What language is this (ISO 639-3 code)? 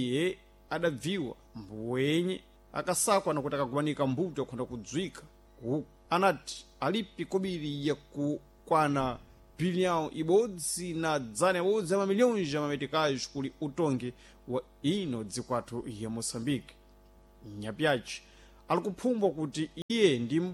seh